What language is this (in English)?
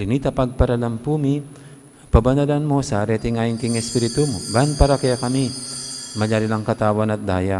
Pampanga